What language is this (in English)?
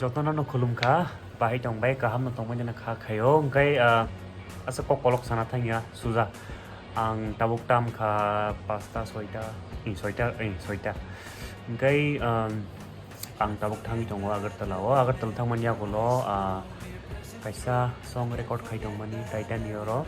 Kok Borok